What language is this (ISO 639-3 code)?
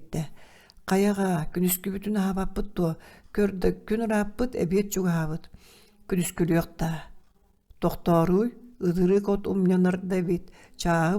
sah